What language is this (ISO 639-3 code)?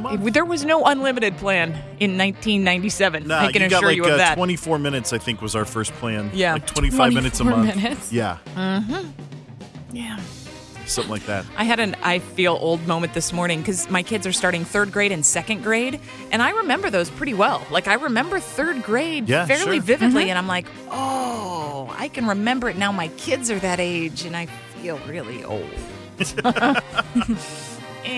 eng